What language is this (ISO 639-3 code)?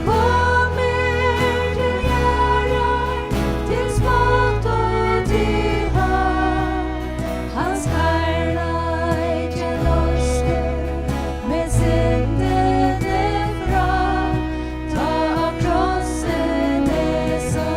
fao